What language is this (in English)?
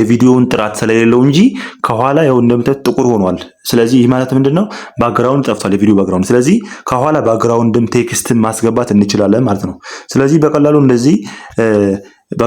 Amharic